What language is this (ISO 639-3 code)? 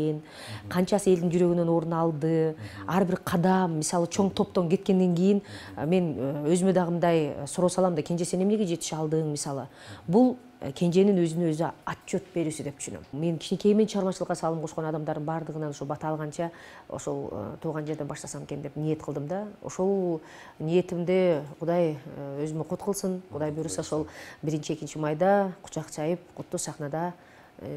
kir